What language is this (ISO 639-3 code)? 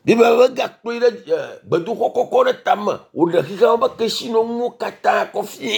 ewe